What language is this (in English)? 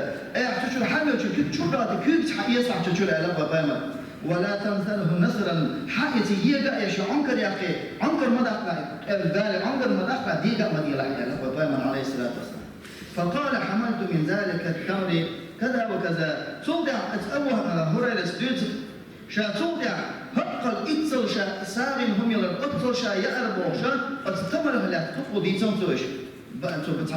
Chechen